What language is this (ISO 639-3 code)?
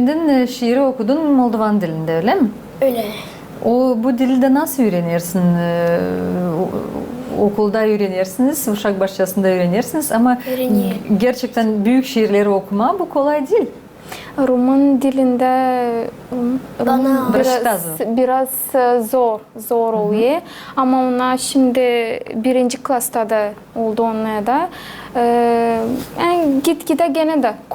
gag